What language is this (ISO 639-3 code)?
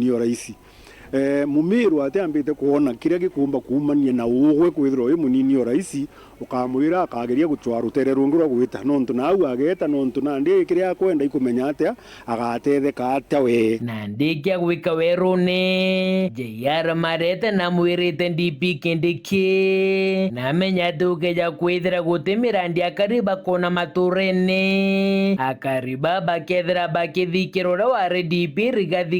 mer